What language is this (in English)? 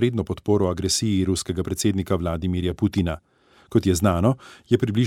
Slovenian